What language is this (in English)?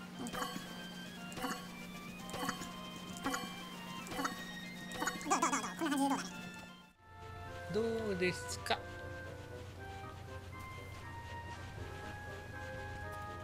Japanese